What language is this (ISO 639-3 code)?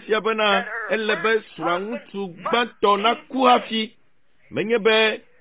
ewe